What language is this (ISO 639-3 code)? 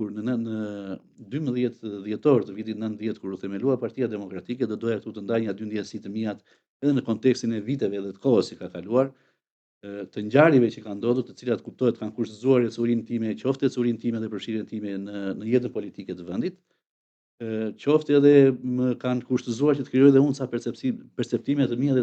sqi